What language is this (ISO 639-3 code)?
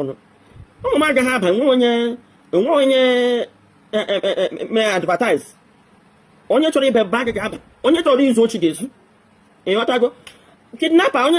ibo